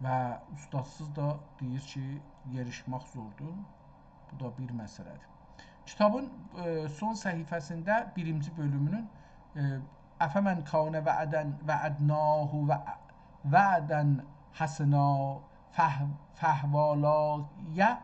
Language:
South Azerbaijani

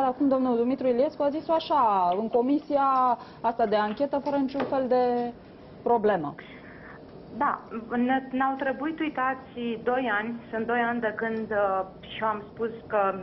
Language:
Romanian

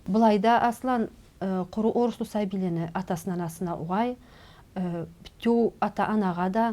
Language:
Karachay-Balkar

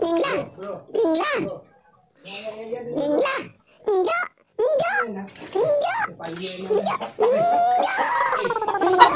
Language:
Madurese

